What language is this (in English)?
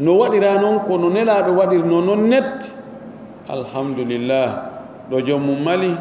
Pular